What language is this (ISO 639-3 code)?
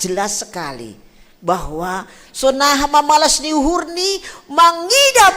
bts